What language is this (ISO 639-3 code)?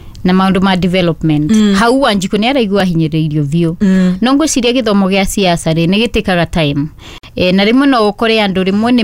kik